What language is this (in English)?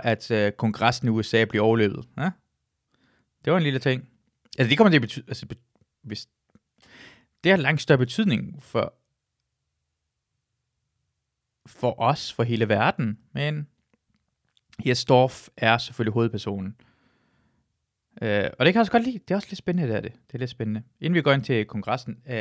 Danish